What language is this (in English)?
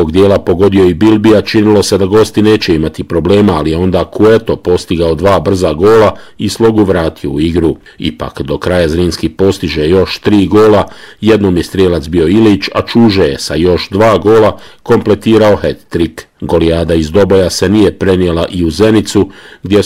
Bosnian